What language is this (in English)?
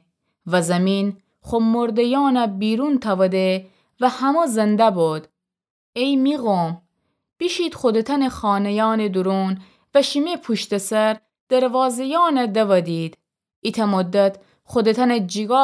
Gilaki